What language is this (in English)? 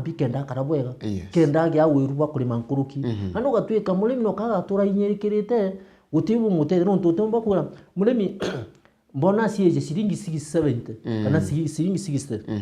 Meru